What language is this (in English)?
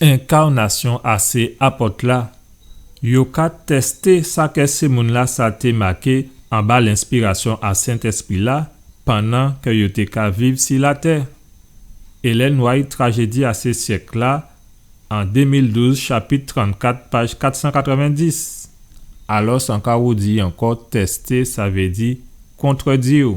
Guadeloupean Creole French